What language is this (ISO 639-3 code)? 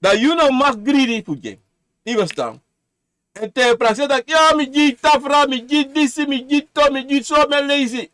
srn